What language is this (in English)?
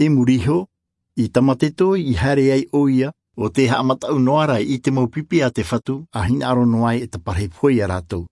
Tahitian